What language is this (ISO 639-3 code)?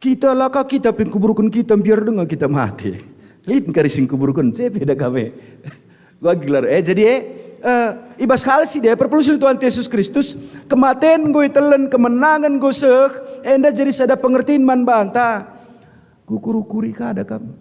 btx